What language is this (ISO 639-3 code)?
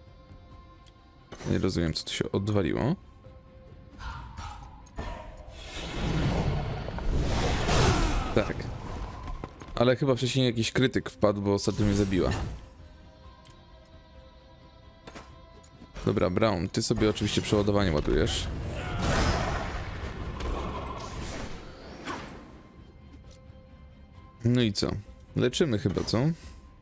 pol